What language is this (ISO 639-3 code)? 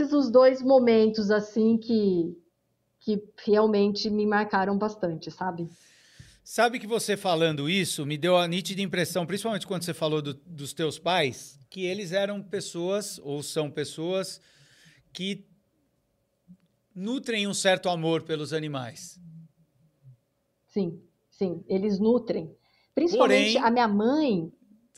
por